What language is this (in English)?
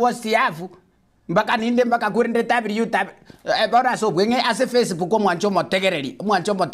Gusii